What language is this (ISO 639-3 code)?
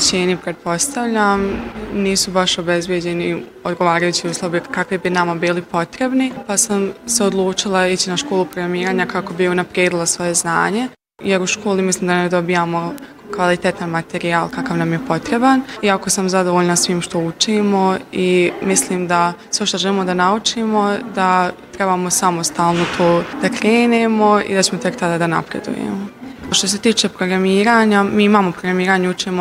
bos